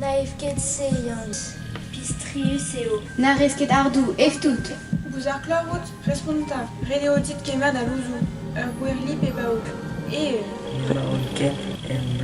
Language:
Breton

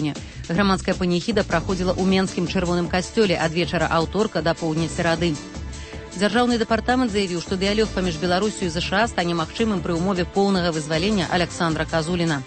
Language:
Belarusian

